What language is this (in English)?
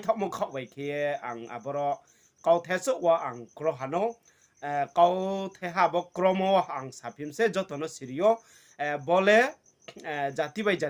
Riang (India)